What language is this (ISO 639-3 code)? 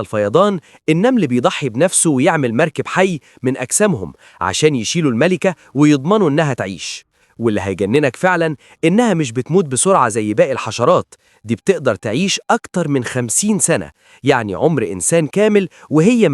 arz